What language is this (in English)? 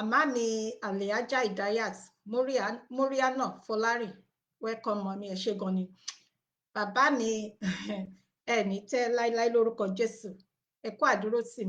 Yoruba